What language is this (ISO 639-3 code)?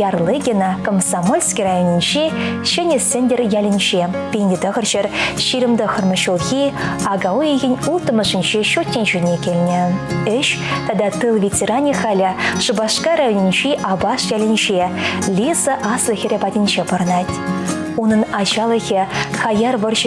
chv